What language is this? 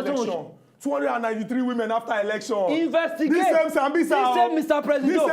Nigerian Pidgin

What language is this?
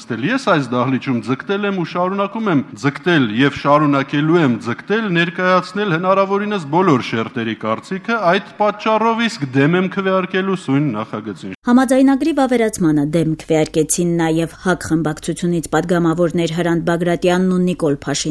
Armenian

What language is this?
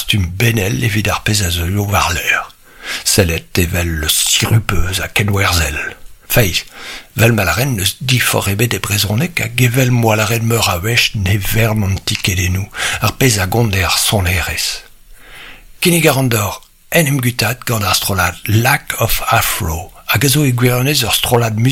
Breton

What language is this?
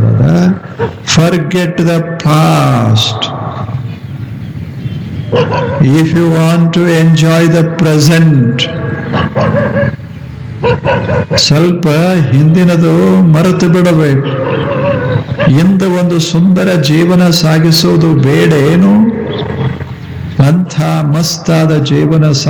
Kannada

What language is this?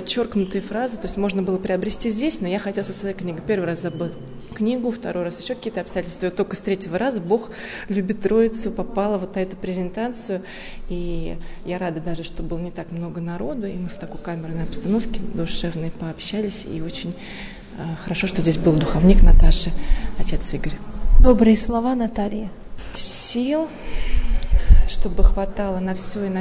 Russian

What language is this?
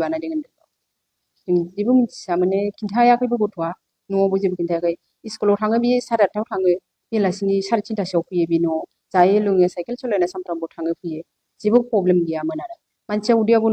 Bodo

